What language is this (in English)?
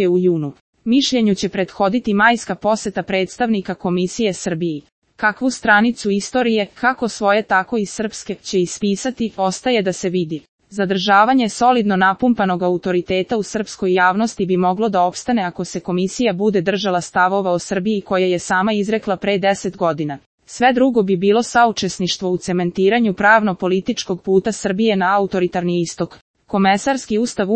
Serbian